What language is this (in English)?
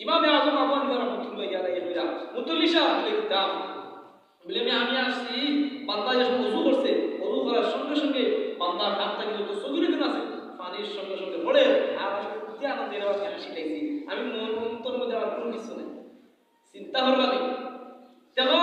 Sylheti